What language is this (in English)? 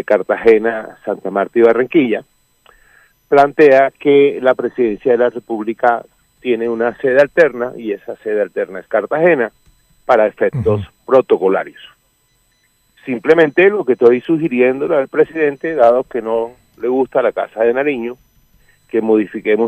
Spanish